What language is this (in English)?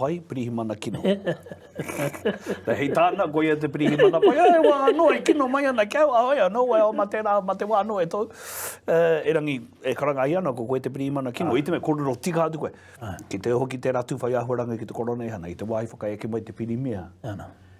Māori